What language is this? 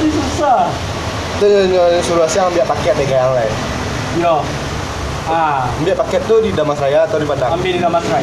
Minangkabau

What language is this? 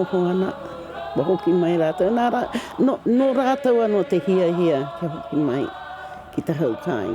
Māori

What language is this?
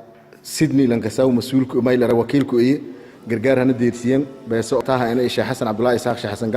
Somali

